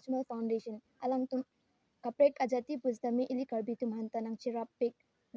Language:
Karbi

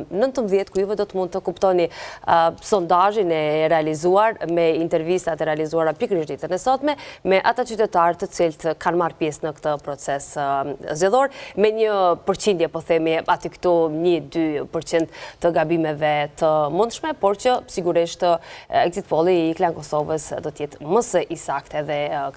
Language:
Albanian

